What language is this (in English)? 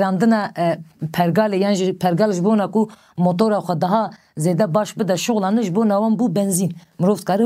Kurdish